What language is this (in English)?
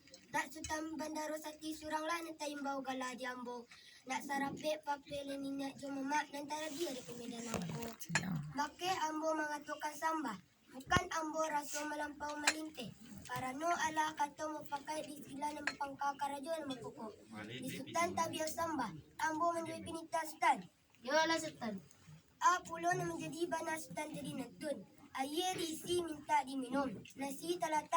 Minangkabau